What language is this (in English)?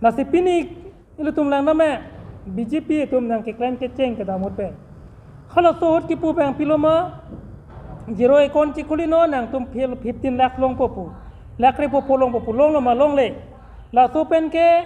Karbi